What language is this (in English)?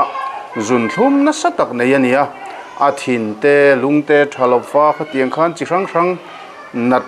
Mizo